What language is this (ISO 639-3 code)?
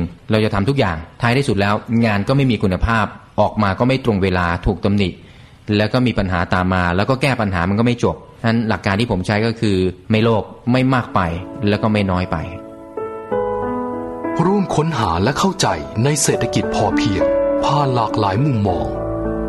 tha